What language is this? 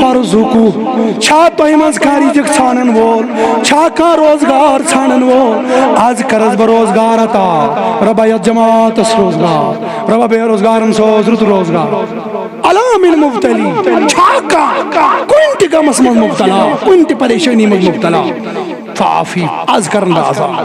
Kashmiri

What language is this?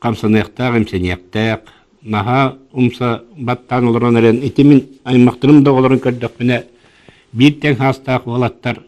Yakut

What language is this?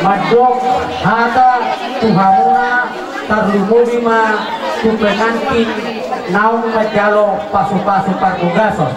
Batak Toba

